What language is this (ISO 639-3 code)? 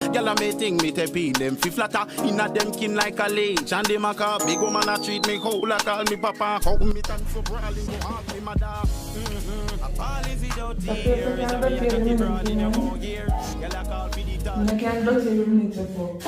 jam